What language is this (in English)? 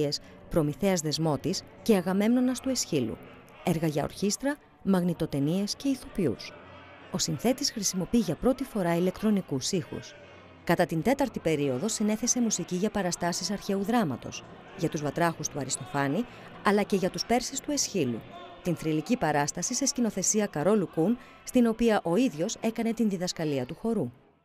Greek